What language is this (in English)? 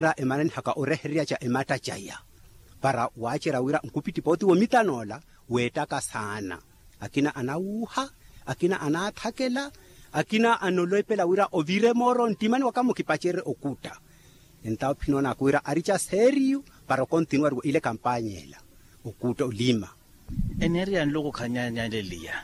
Makhuwa